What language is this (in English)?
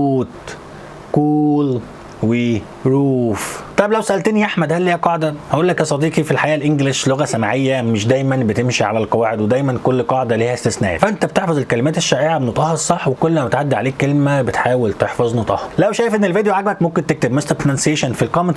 Egyptian Arabic